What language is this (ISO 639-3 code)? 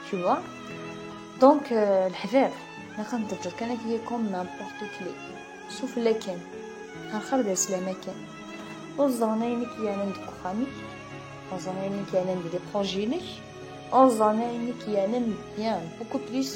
kab